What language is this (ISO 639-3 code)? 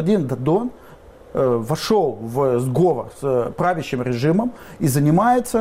rus